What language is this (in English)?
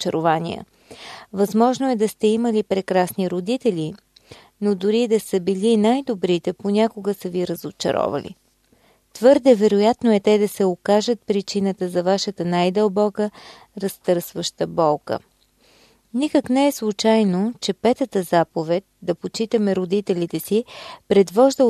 Bulgarian